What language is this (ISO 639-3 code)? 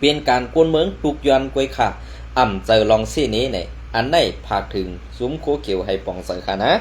shn